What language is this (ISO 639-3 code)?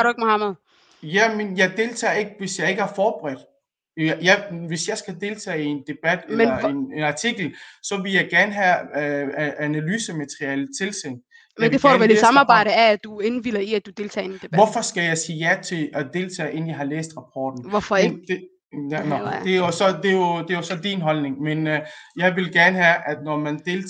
dan